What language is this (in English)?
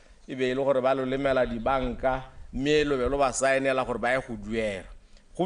Tswana